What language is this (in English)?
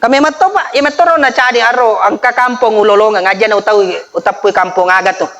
Buginese